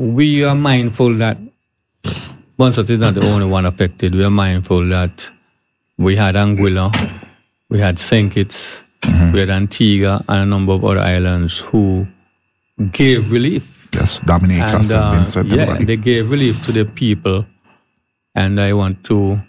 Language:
English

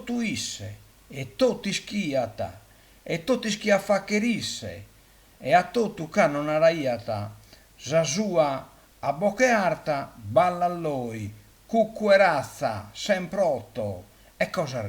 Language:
Sardinian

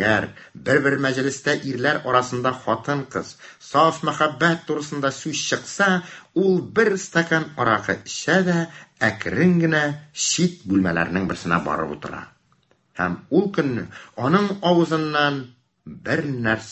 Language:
Tatar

